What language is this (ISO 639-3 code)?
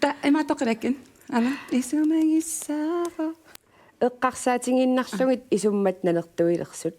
kal